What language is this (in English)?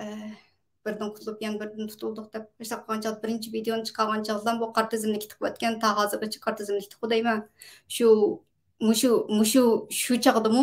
Uyghur